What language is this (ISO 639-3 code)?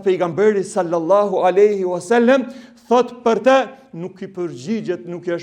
sqi